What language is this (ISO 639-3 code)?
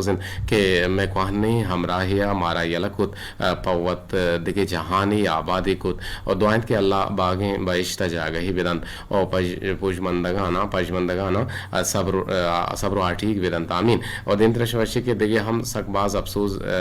bgp